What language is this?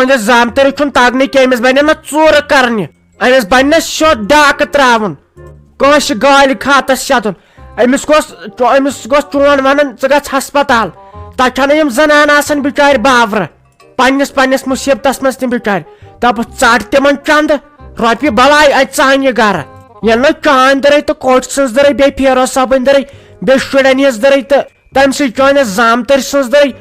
Kashmiri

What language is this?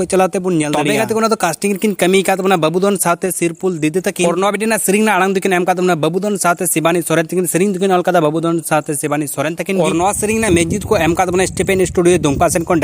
Santali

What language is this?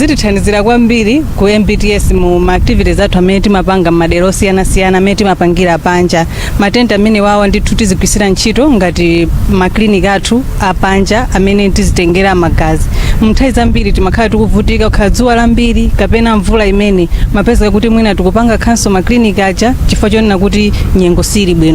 Nyanja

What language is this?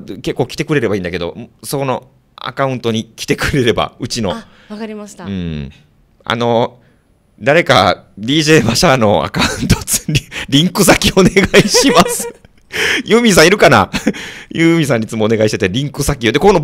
Japanese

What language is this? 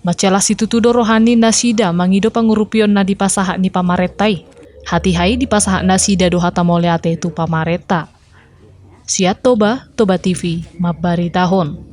Batak Toba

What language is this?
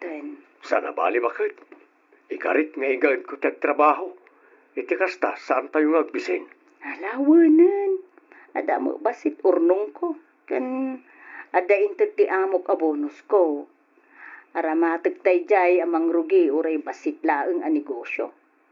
Iloko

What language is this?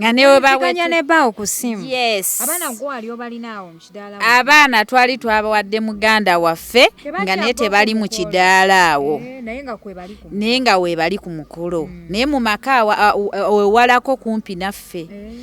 Ganda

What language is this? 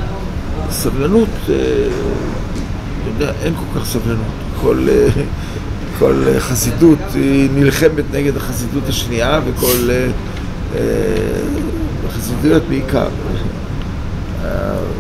Hebrew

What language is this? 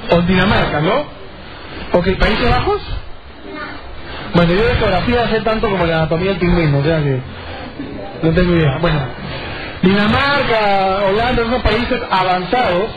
Spanish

